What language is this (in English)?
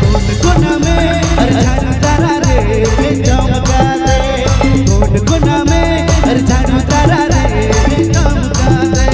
Sadri